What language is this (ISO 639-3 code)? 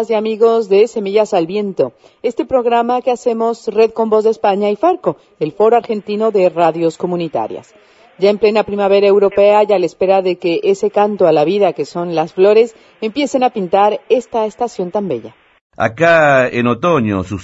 spa